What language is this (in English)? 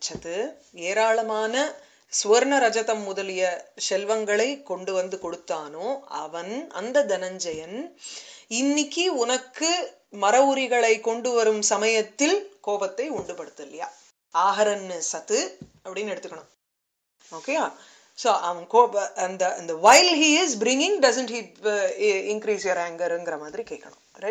Tamil